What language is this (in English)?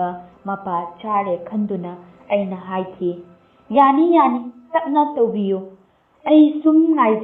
Manipuri